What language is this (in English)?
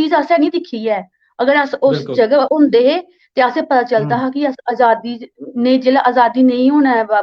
Dogri